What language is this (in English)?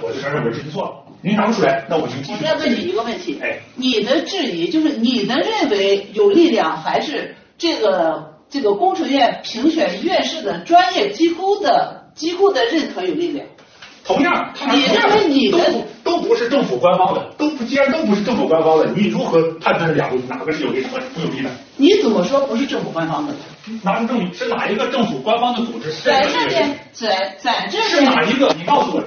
Chinese